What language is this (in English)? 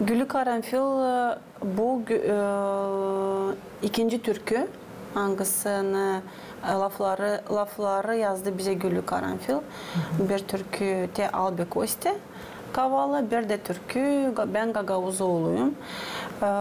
Gagauz